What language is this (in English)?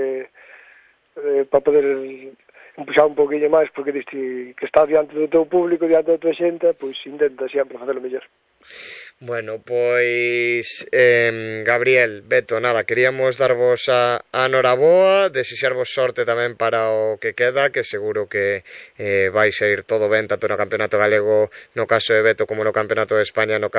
Galician